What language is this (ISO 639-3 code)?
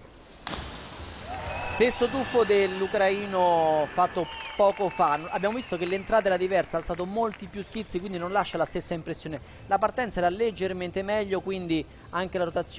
ita